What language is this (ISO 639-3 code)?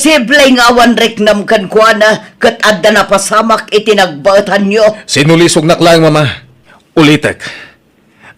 ilo